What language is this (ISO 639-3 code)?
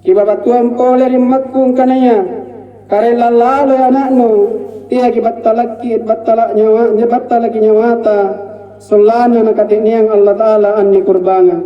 mak